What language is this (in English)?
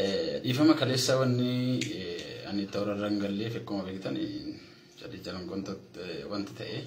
Oromo